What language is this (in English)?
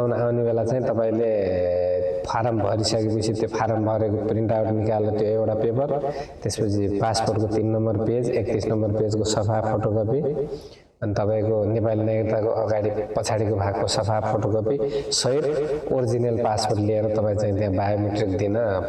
Nepali